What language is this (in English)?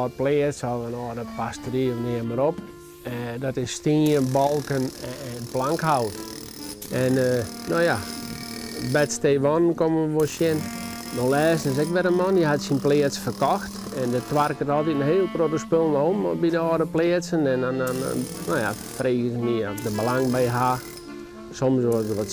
Western Frisian